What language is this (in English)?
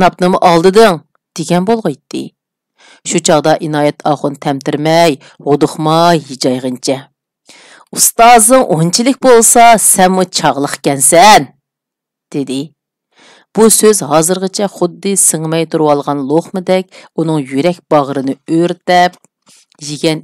Uyghur